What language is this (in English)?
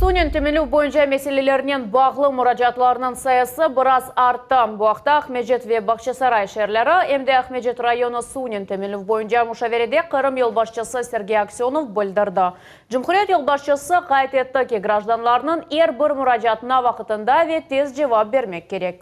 Crimean Tatar